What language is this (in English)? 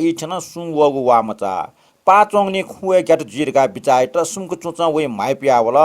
Newari